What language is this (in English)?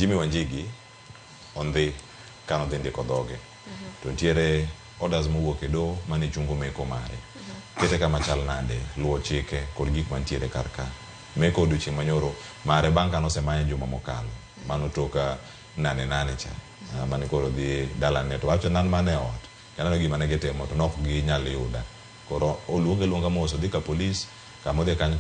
Luo (Kenya and Tanzania)